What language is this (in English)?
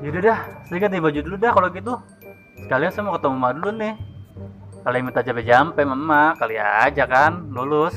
Betawi